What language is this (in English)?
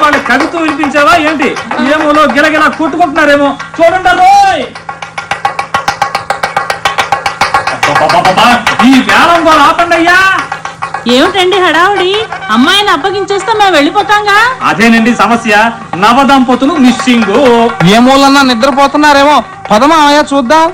Telugu